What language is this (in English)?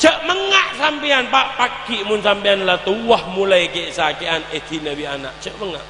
Madurese